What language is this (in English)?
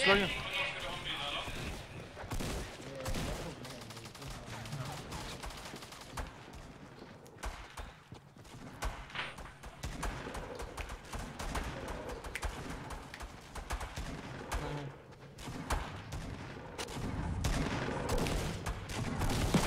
Norwegian